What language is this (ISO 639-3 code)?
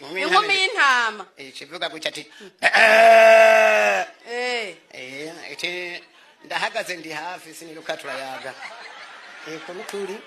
run